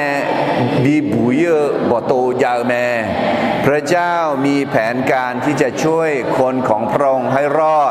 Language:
Akha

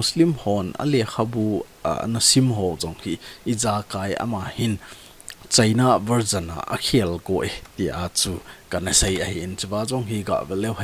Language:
Thado Chin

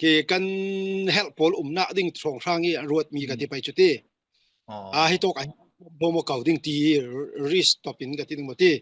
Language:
Falam Chin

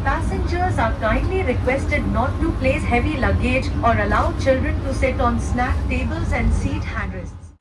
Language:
Tibetan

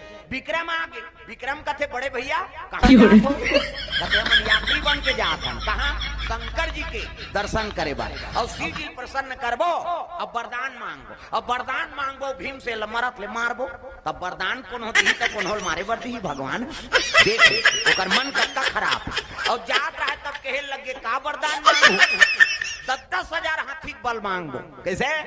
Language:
Chhattisgarhi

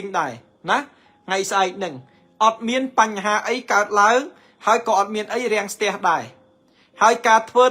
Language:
Khmer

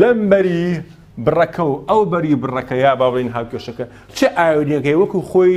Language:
Central Kurdish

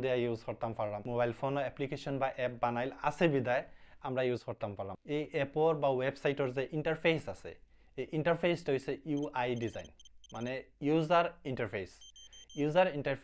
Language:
Sylheti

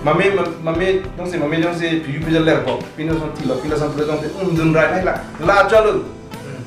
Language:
Karbi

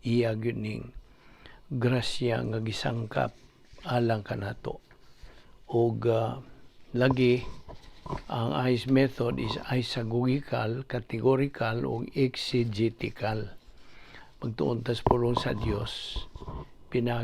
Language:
Cebuano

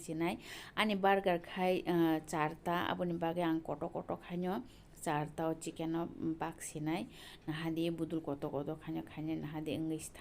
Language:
Kok Borok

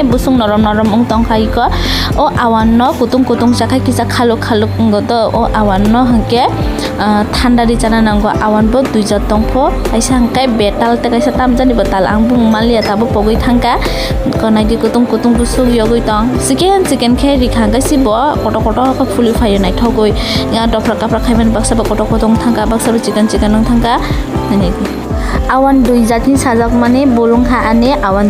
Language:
Kok Borok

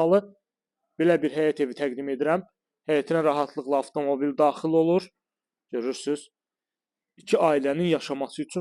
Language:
Azerbaijani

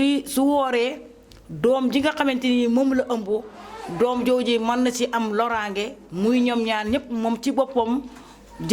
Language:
Wolof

